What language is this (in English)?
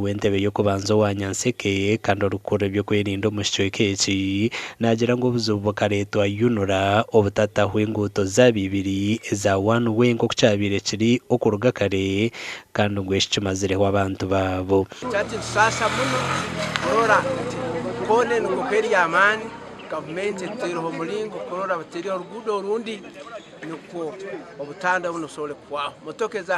Nyankole